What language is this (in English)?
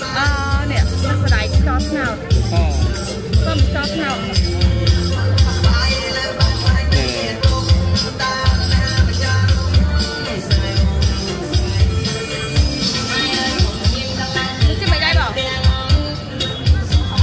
Vietnamese